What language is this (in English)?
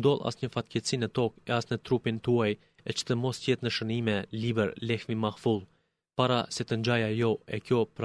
Albanian